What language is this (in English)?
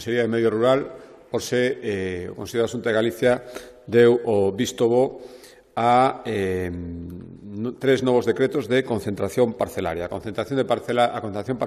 Galician